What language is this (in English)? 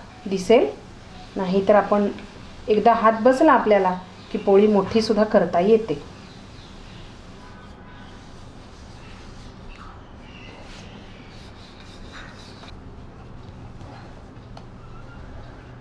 Marathi